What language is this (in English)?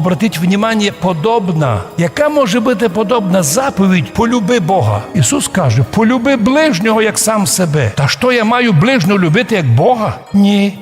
Rusyn